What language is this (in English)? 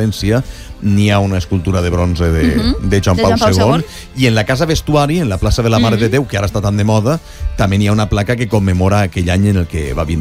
Catalan